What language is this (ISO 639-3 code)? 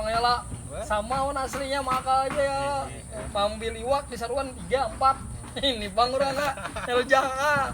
bjn